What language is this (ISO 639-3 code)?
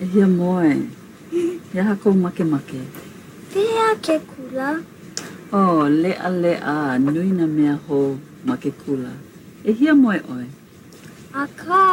haw